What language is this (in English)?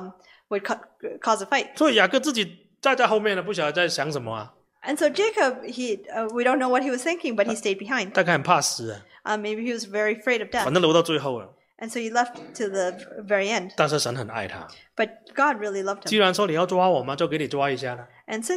Chinese